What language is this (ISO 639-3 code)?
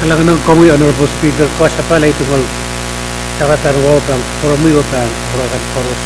pon